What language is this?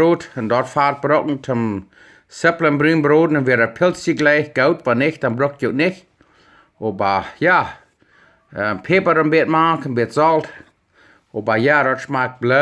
Plautdietsch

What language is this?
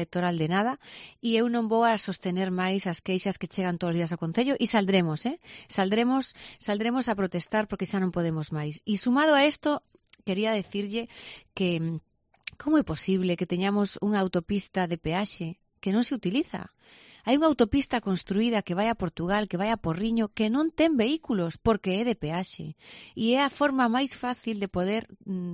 Galician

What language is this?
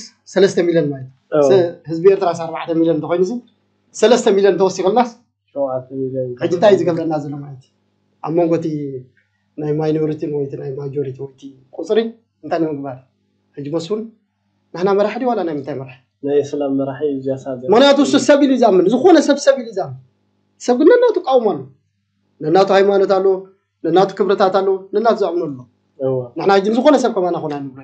Tigrinya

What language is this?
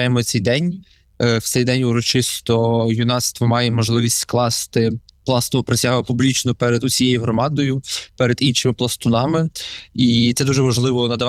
Ukrainian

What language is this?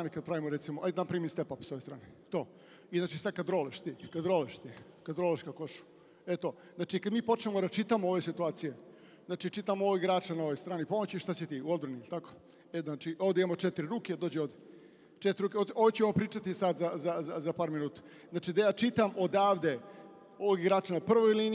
Serbian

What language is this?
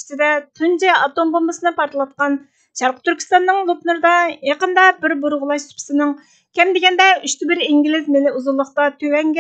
Uyghur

